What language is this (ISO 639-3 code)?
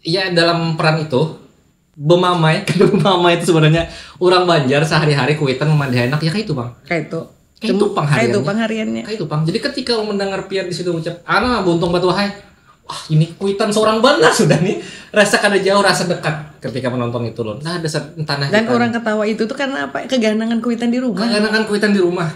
bjn